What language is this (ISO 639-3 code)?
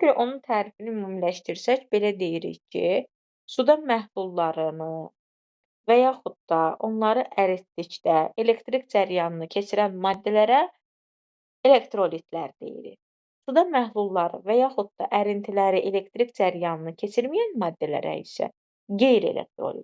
aze